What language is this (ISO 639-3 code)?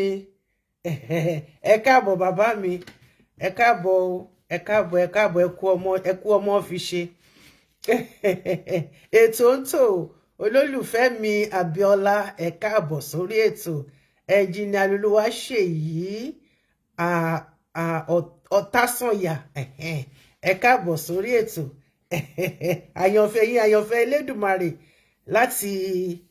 yor